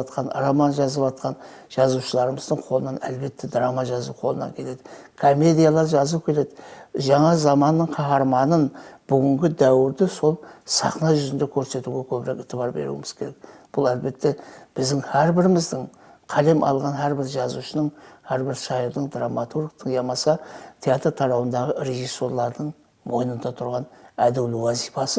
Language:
Kara-Kalpak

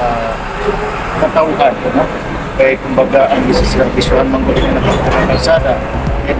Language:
Waray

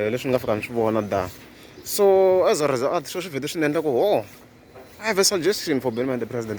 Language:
Tsonga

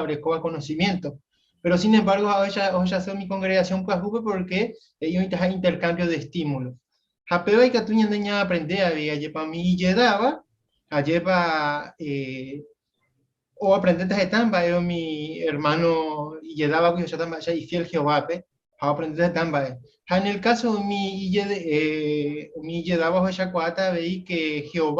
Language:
Guarani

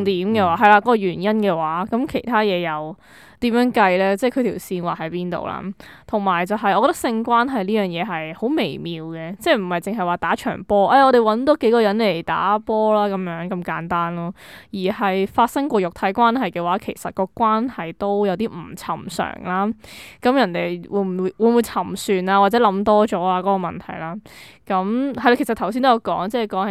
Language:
Cantonese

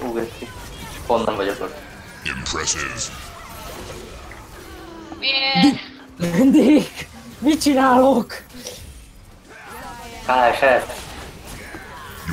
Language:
Hungarian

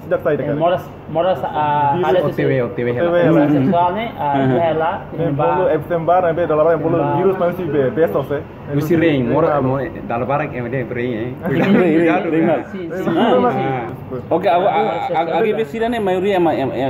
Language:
Tetum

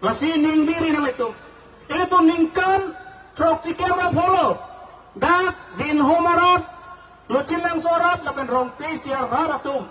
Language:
Karbi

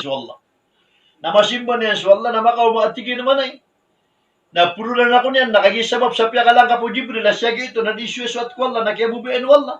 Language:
Maranao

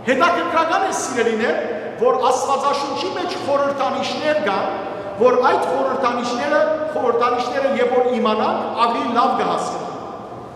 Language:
Western Armenian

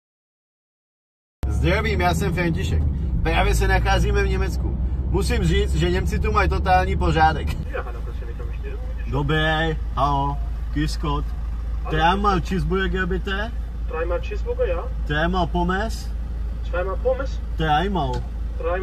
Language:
Czech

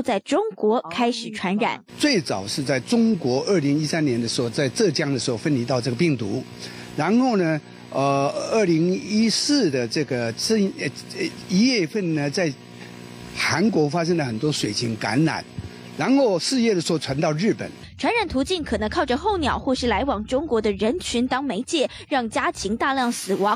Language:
Chinese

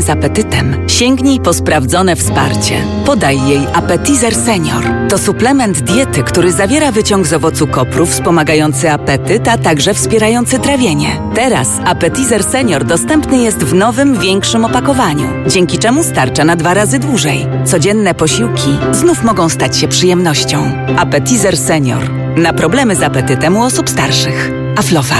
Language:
Polish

